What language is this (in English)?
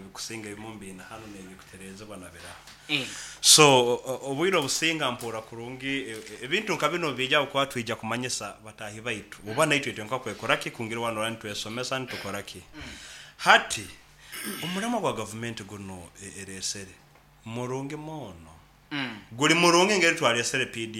Nyankole